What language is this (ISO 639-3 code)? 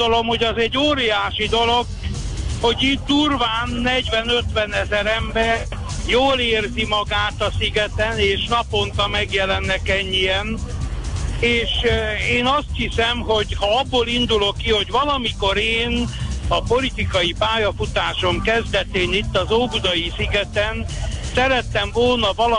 hun